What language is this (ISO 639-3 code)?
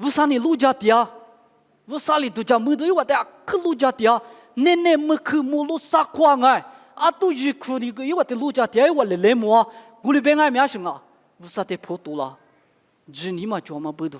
lis